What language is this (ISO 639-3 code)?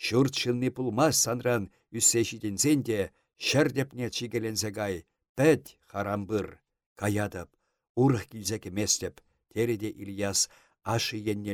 chv